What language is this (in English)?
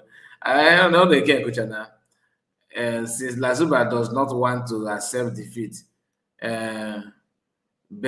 Igbo